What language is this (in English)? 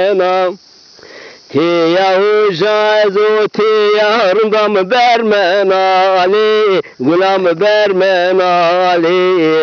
Zaza